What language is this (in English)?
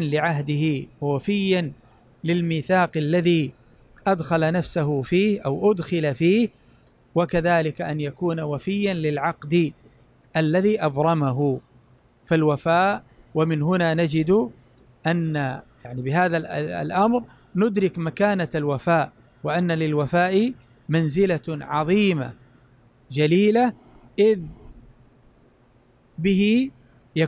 Arabic